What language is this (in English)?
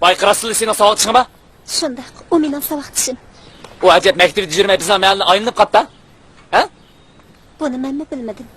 Uyghur